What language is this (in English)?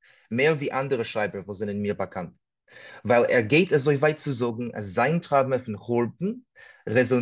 Yiddish